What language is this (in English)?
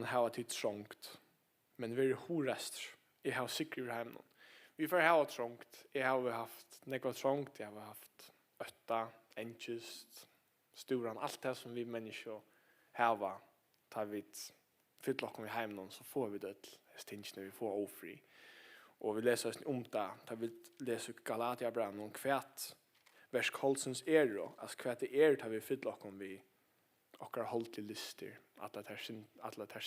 Faroese